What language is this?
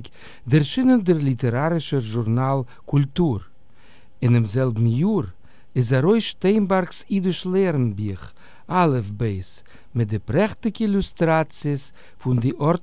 Yiddish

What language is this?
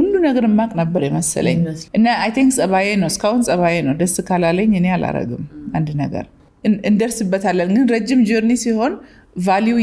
Amharic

